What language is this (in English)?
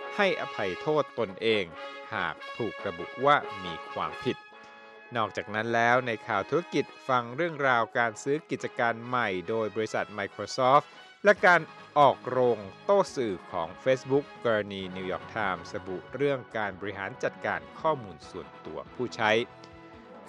Thai